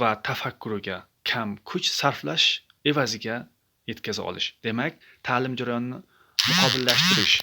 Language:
Uzbek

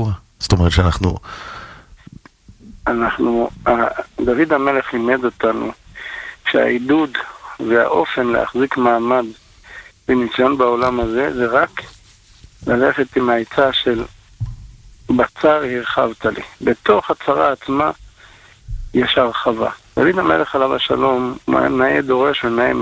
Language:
Hebrew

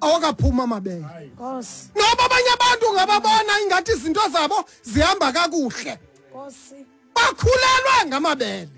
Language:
Xhosa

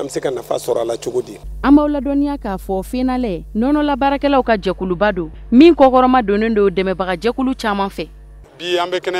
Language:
Bambara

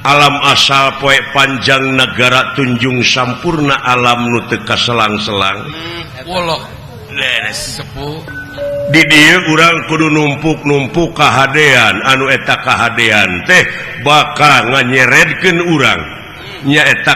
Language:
Sundanese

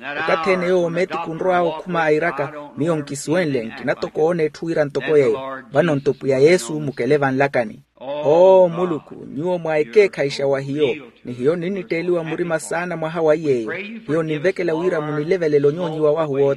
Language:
Makhuwa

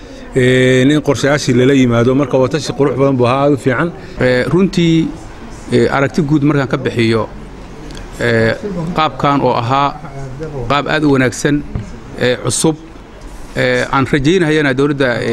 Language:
Somali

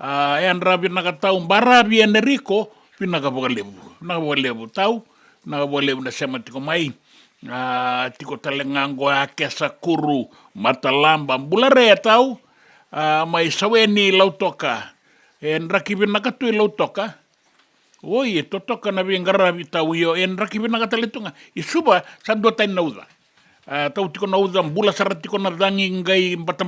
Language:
Fijian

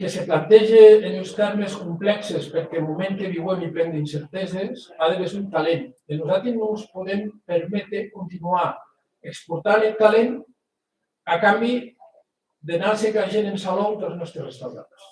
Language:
Occitan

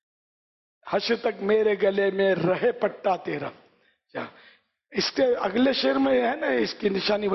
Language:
Urdu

